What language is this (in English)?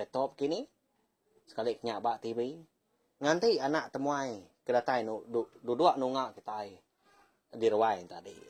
Iban